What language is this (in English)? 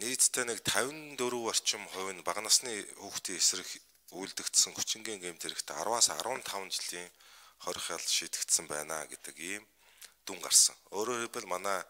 Mongolian